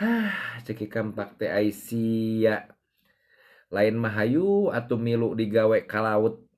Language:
Sundanese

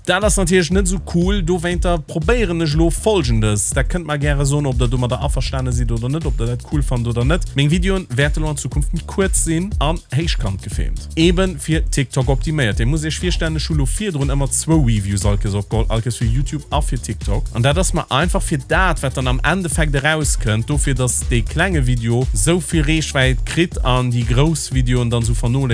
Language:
Luxembourgish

